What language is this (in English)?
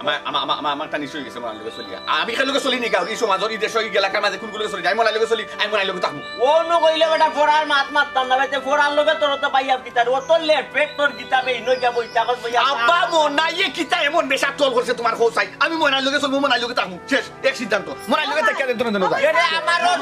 Sylheti